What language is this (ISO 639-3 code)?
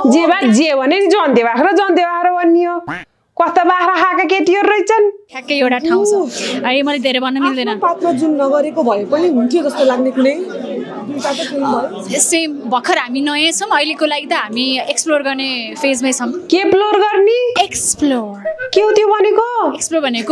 nep